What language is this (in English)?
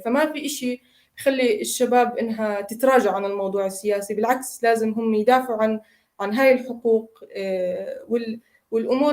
North Levantine Arabic